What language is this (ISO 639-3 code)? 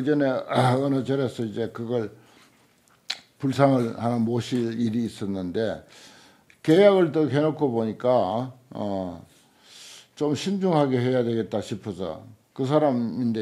kor